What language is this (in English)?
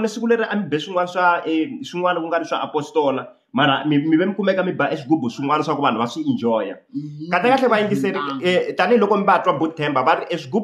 Tsonga